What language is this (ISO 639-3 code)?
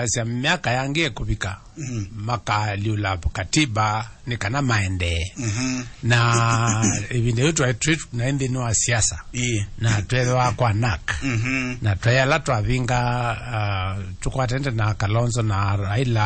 kam